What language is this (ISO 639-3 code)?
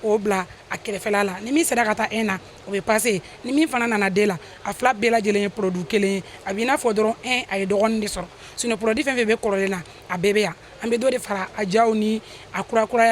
bam